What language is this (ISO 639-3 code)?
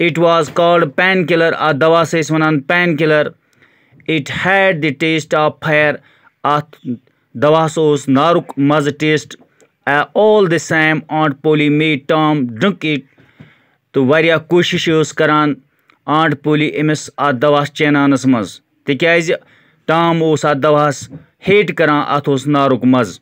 kas